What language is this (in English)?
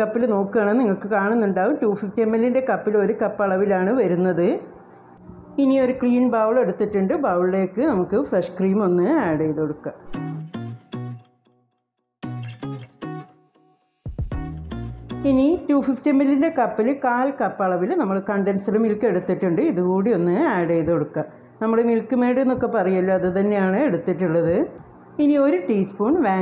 Malayalam